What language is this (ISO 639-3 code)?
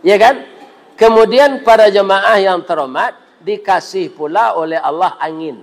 min